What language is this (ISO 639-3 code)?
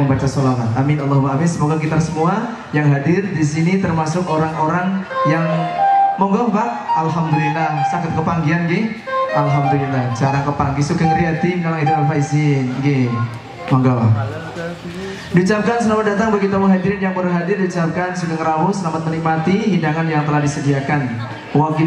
ind